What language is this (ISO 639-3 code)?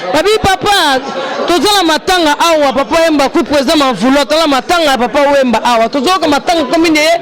lin